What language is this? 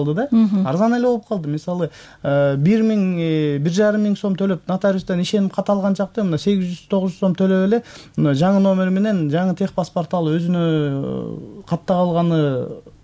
Kyrgyz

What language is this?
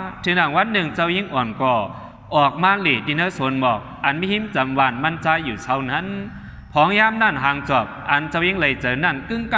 Shan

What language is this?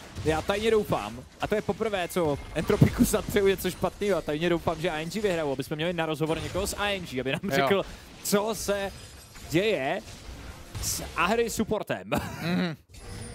Czech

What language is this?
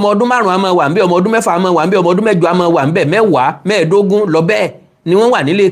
Yoruba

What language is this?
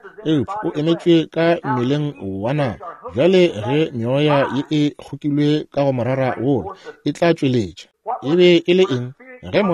Northern Sotho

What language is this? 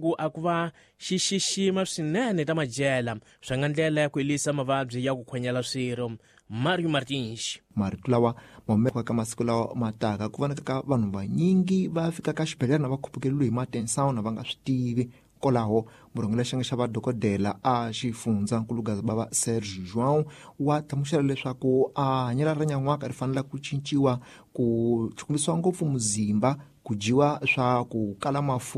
Tsonga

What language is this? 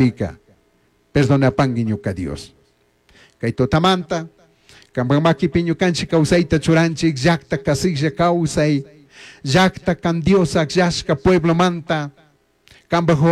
Chimborazo Highland Quichua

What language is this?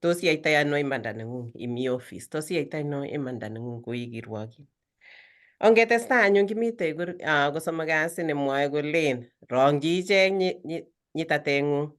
Kalenjin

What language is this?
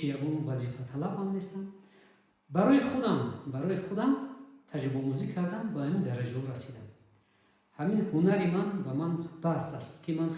Tajik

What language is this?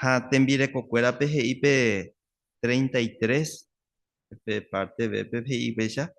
Guarani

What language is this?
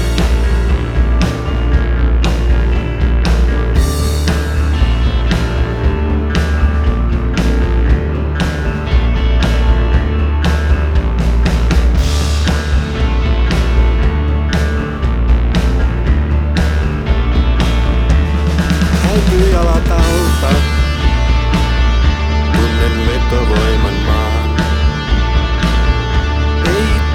Finnish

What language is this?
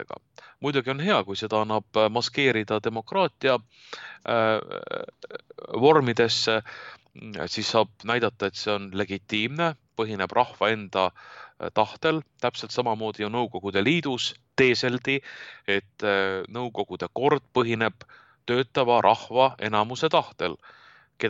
Estonian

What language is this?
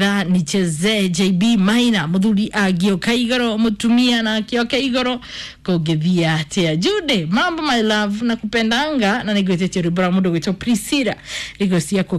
Kikuyu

